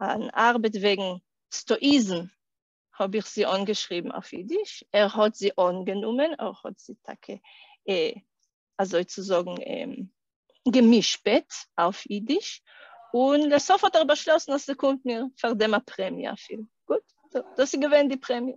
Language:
Yiddish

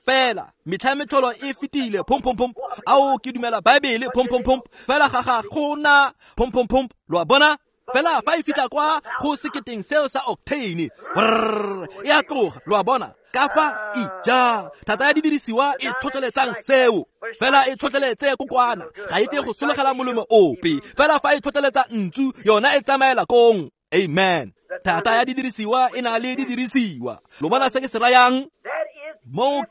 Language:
Tswana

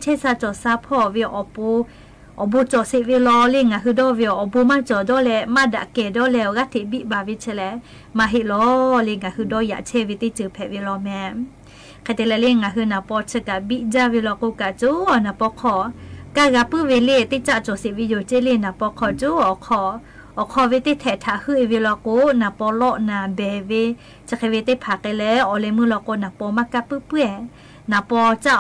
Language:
Lahu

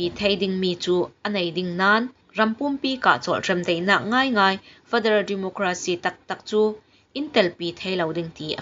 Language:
Falam Chin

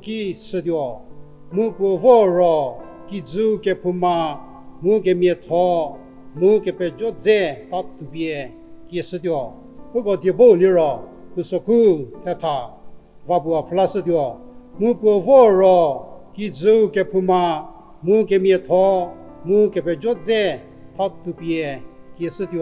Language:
Angami Naga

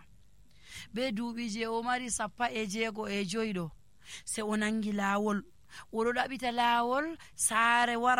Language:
Nigerian Fulfulde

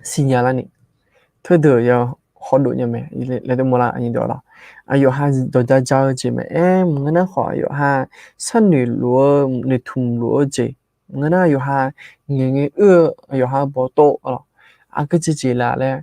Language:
Akha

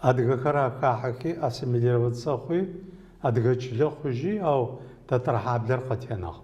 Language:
Adyghe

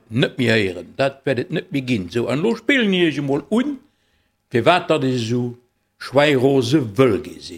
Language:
Luxembourgish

